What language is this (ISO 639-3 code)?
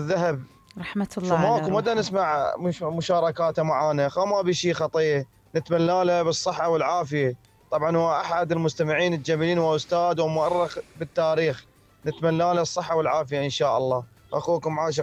acm